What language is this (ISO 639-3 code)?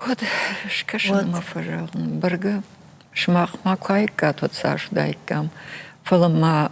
oss